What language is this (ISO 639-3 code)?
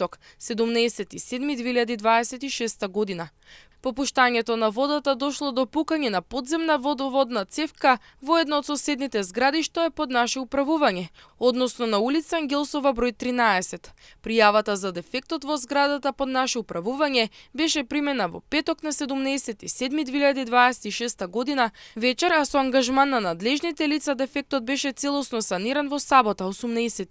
mkd